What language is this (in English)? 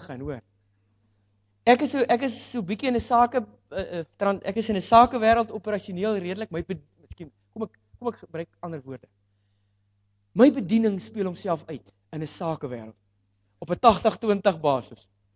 Afrikaans